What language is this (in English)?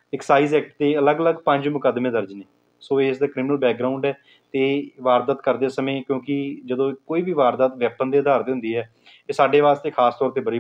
Punjabi